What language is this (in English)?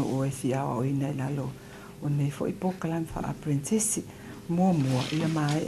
Samoan